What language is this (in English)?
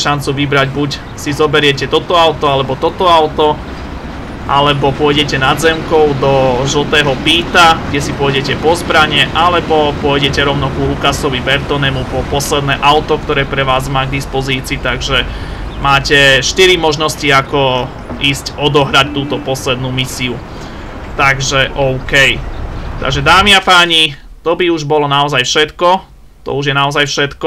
Slovak